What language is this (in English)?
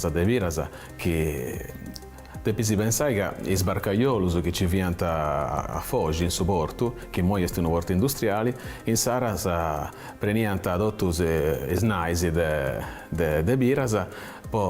Sardinian